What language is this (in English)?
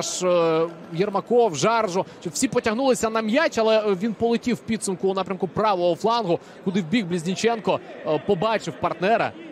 Ukrainian